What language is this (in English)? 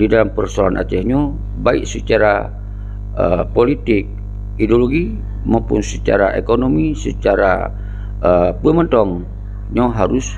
Achinese